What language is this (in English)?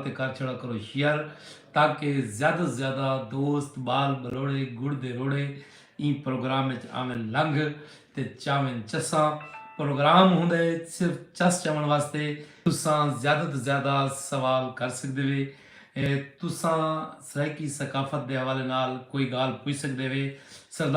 Saraiki